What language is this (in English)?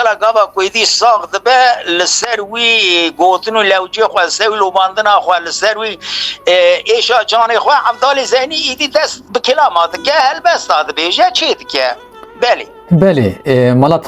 Kurdish